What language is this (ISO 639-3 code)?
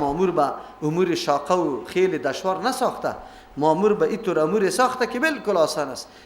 fas